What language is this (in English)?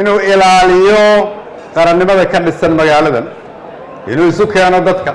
Somali